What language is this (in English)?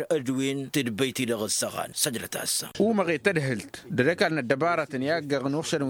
Tamasheq